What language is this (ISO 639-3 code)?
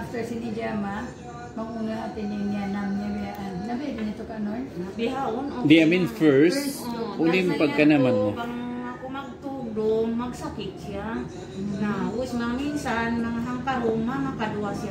tsg